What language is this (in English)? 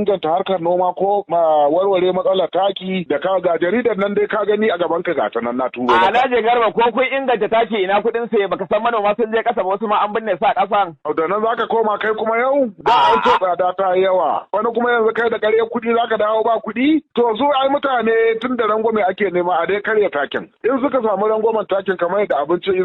Hausa